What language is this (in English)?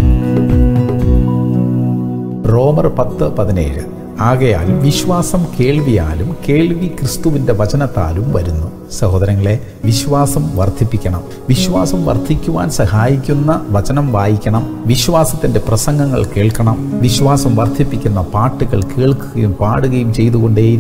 Malayalam